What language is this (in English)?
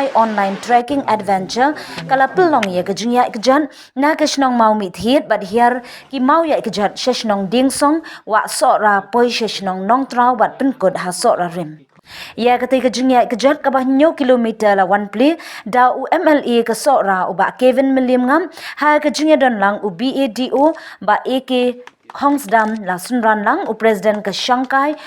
Khasi